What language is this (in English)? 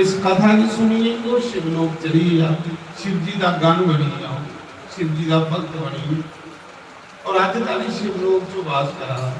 Dogri